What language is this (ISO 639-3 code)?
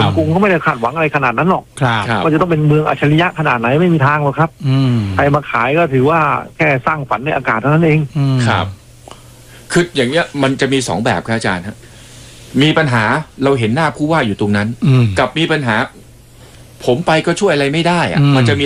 tha